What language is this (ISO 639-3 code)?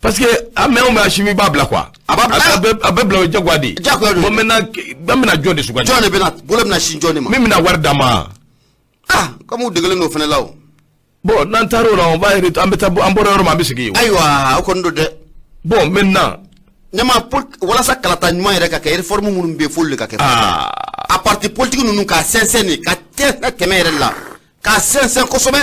bam